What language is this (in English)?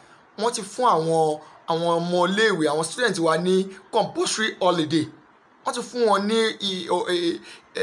Yoruba